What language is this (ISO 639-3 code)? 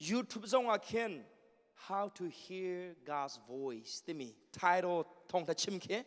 cnh